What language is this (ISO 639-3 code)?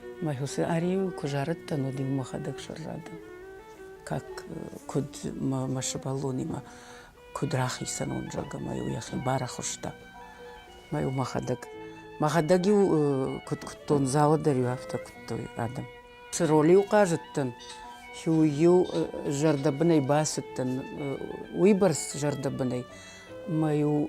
oss